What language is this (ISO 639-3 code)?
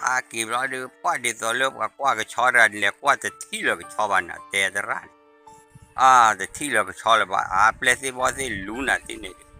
ksw